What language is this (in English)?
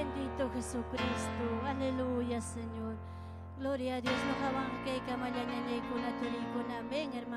Ayacucho Quechua